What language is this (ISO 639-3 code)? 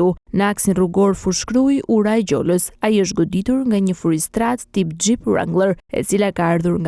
sqi